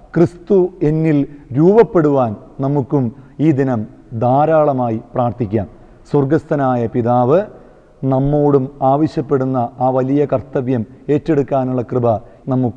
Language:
Malayalam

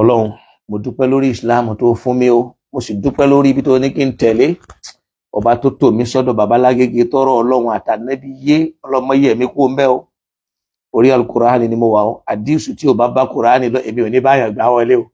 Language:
Yoruba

